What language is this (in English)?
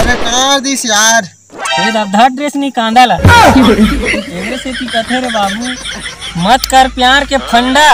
Chhattisgarhi